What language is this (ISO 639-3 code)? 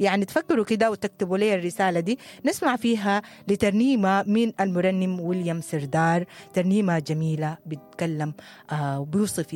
apd